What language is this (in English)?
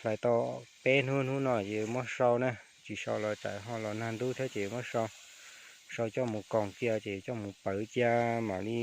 Hmong